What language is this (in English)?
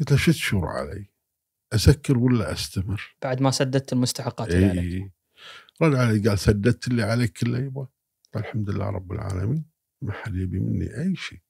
Gulf Arabic